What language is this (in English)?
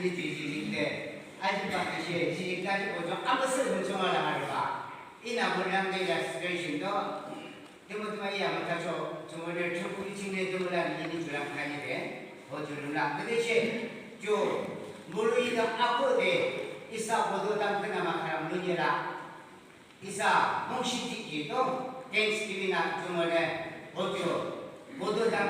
Yimchungru Naga